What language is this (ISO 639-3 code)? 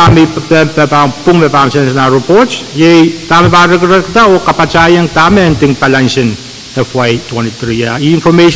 pon